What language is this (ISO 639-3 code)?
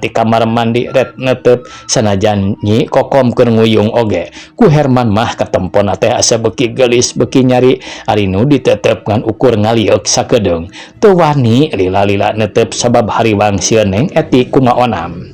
sun